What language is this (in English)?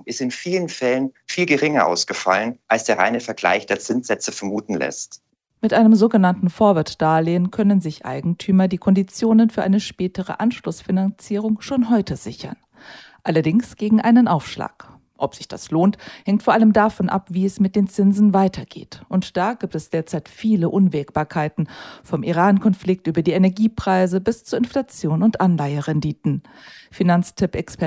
German